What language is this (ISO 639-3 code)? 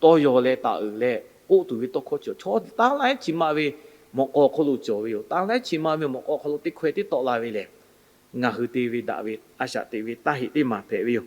lhu